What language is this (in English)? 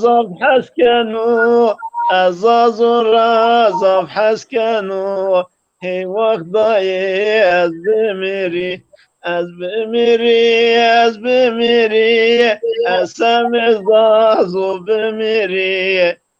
Zaza